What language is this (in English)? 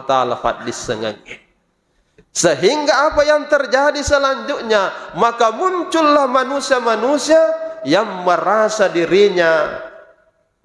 Buginese